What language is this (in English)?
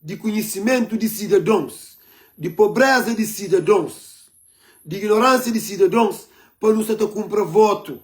Kabuverdianu